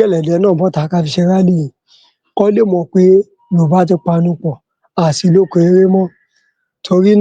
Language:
Yoruba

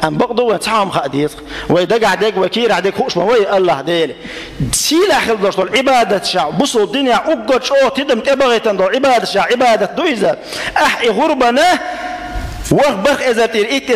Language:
Chechen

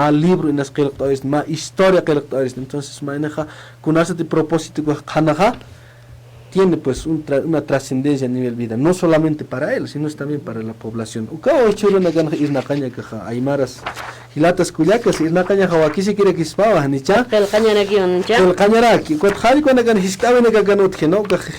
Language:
Aymara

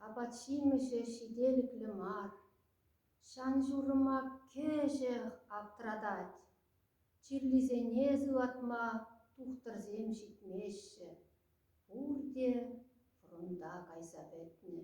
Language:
Chuvash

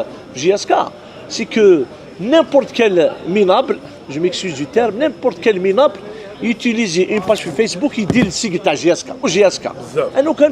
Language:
Algerian Arabic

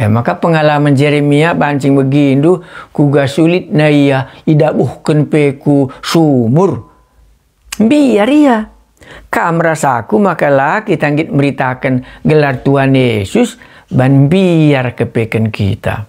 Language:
Batak Karo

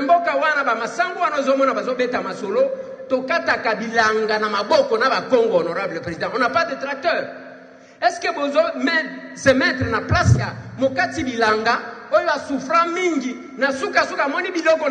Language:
Lingala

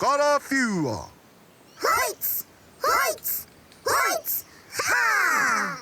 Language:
Māori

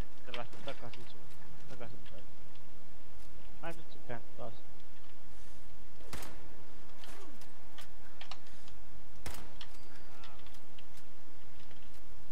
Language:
Finnish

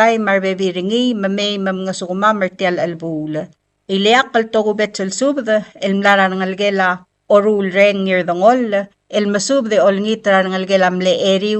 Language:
Palauan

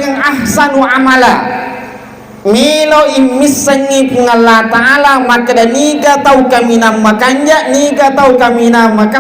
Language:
Buginese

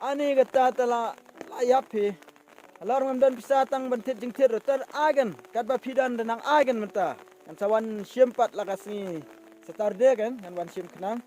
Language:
Khasi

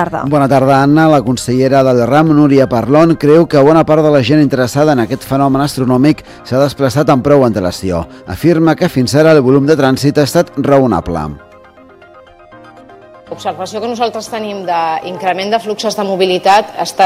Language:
Catalan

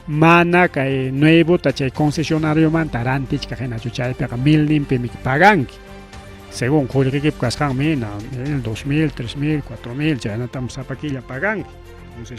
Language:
Ayacucho Quechua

